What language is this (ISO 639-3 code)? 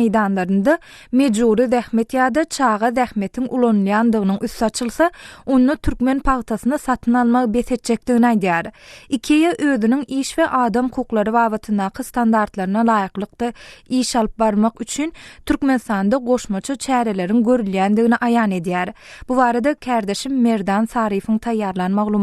tuk